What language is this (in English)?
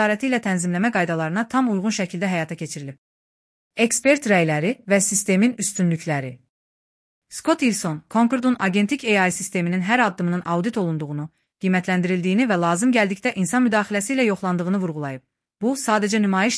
Azerbaijani